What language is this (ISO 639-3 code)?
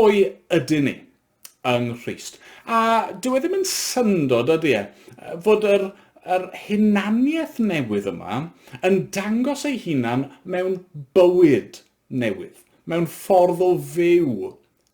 cym